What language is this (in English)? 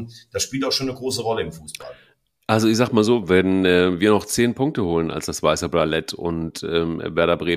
German